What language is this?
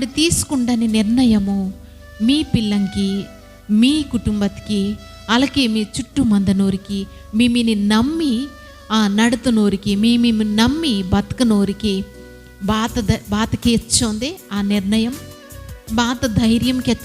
Koya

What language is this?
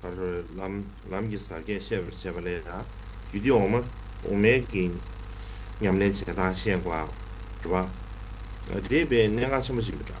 Tibetan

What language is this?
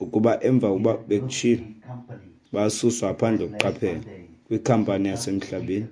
Xhosa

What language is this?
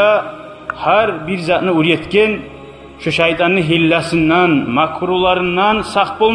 Kumyk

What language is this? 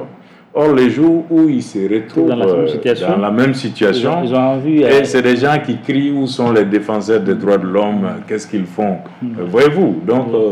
French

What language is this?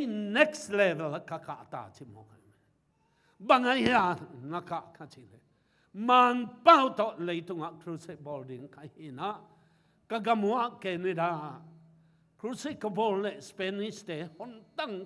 Tedim Chin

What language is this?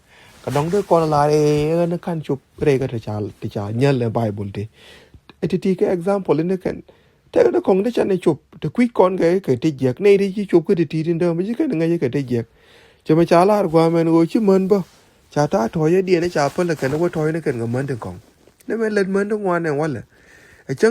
Nuer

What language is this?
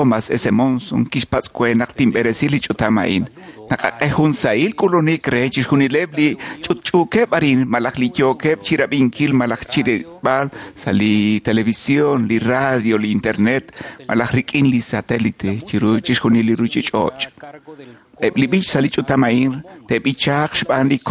Kekchí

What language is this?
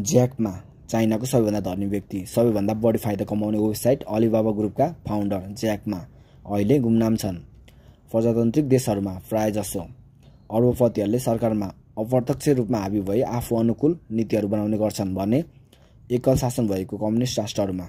Nepali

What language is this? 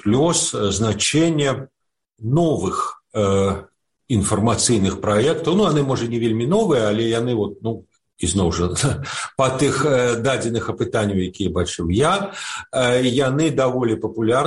Belarusian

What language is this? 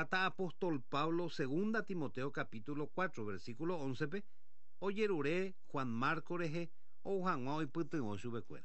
Guarani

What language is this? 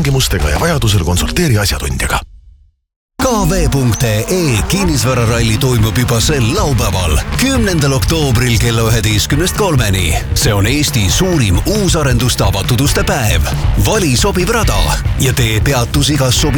Estonian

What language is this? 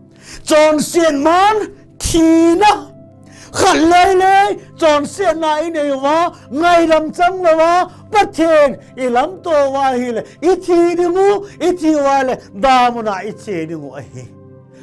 Thado Chin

